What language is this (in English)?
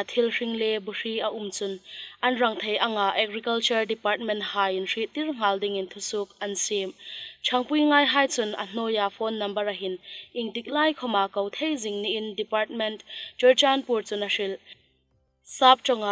Hmar